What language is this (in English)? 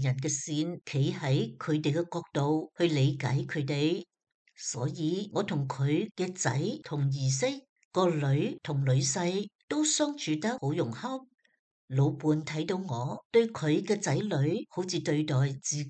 Cantonese